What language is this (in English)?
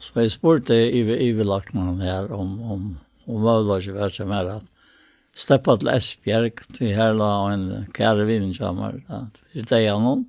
Faroese